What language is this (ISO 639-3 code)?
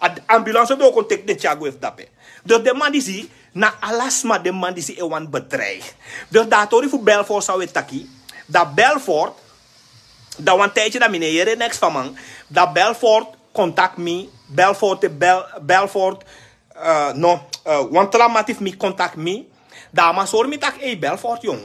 srn